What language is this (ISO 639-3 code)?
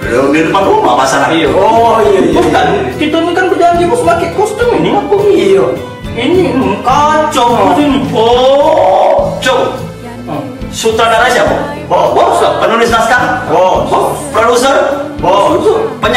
mui